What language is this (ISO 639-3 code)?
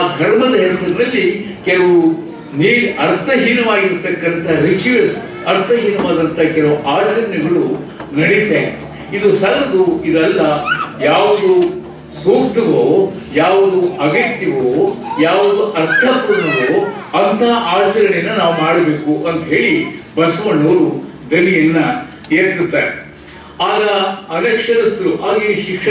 kan